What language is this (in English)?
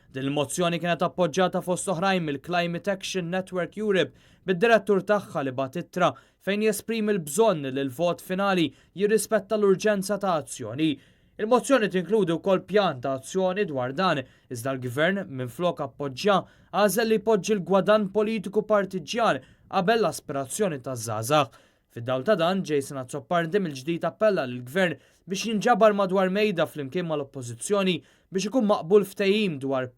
Maltese